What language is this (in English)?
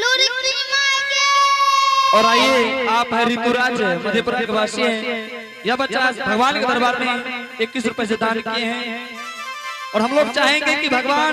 Angika